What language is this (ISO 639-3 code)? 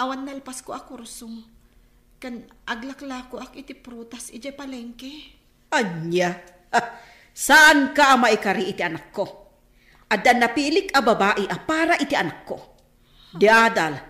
ilo